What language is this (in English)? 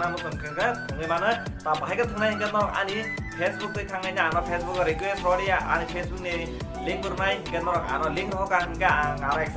Kok Borok